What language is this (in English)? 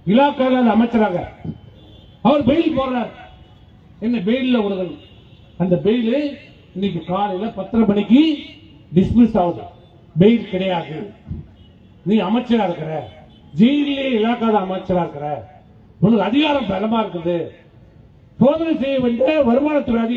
Tamil